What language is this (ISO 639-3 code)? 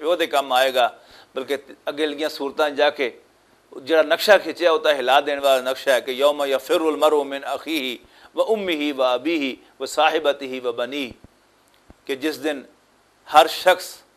lah